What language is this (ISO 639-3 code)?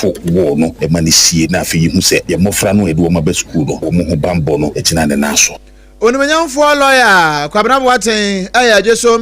aka